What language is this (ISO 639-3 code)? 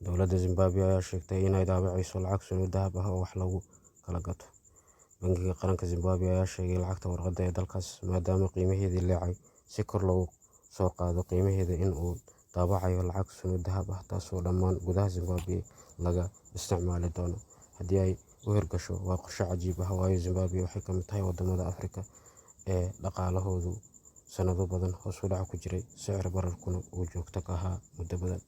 som